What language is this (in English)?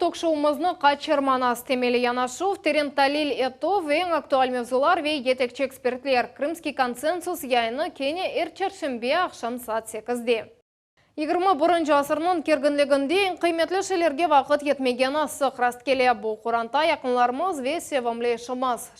Crimean Tatar